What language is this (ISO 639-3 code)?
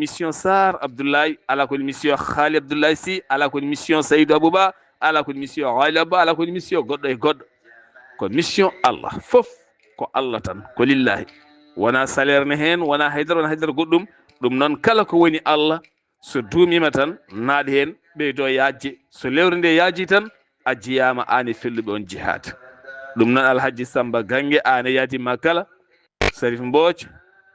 ful